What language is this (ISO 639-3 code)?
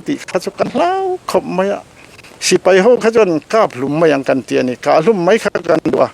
lus